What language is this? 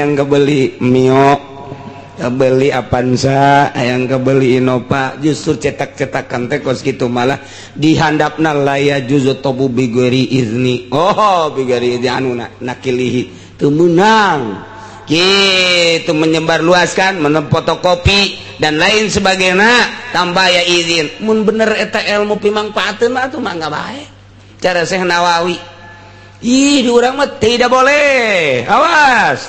Sundanese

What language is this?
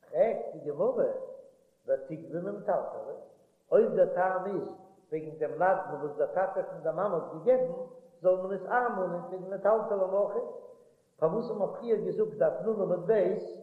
Yiddish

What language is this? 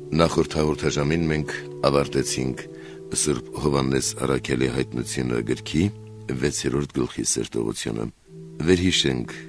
Armenian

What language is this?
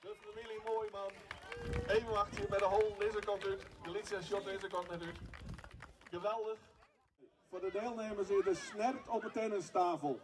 Western Frisian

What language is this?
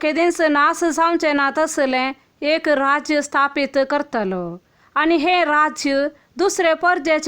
Konkani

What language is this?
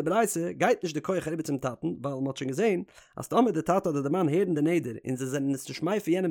Yiddish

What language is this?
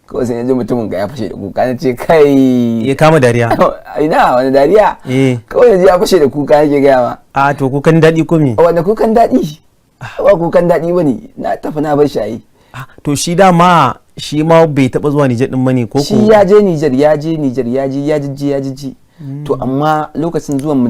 Hausa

